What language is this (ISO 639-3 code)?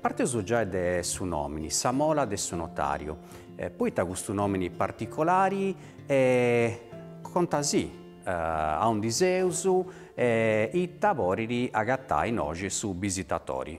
srd